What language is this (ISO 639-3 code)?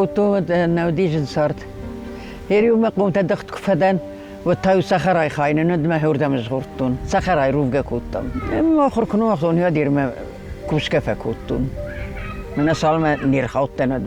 oss